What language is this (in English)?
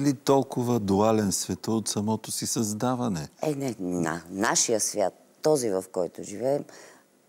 Bulgarian